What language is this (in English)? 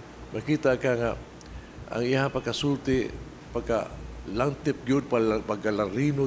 Cebuano